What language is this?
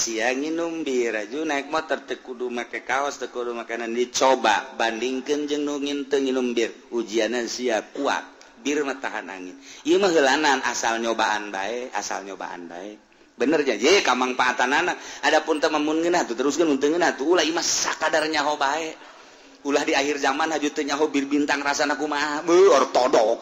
Sundanese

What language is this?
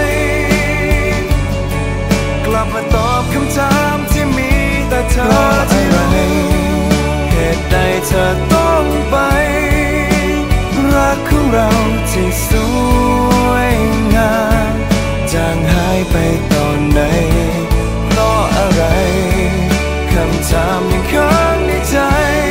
Thai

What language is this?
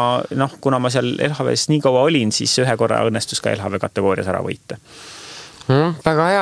Estonian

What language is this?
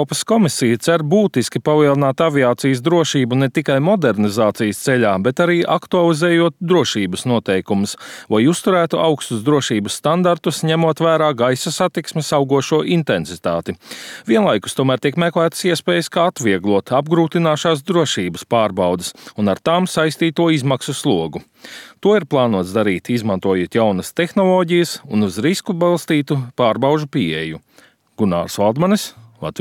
Latvian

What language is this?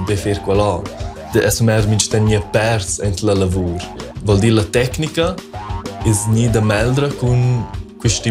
Romansh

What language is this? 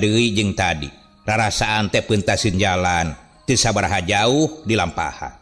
Sundanese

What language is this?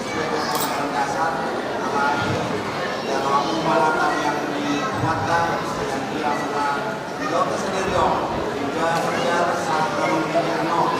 Batak Toba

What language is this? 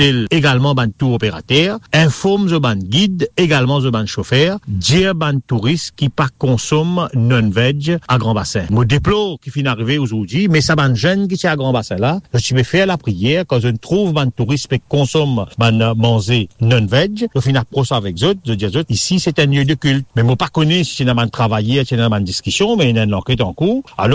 Morisyen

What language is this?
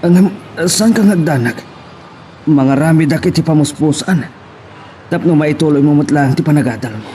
Iloko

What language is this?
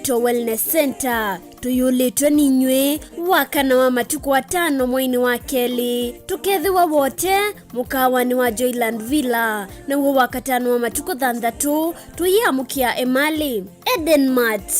Kamba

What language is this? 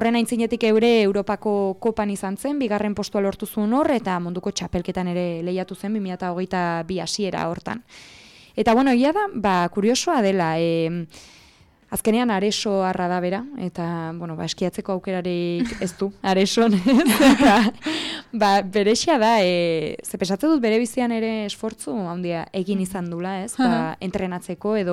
Basque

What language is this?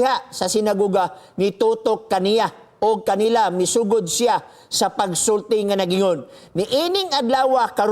Cebuano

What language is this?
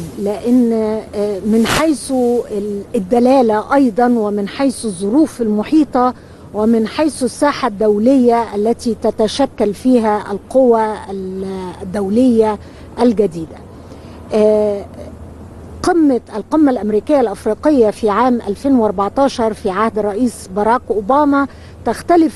Egyptian Arabic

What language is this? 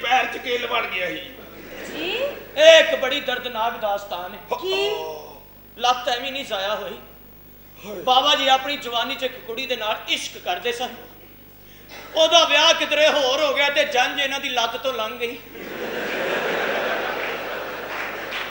Punjabi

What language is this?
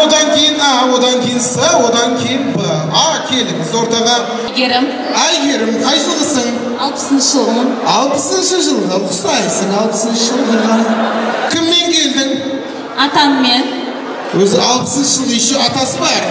Kazakh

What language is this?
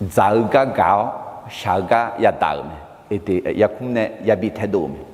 Akha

